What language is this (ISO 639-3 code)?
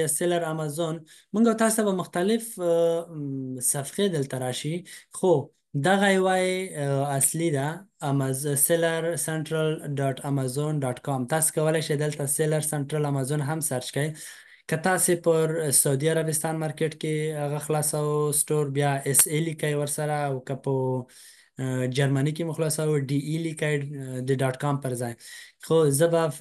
pus